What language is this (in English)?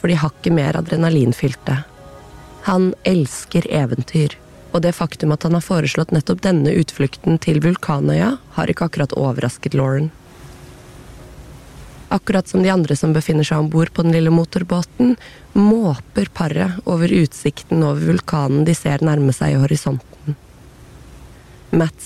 Norwegian